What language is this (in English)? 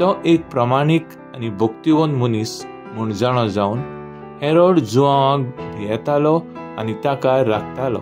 Konkani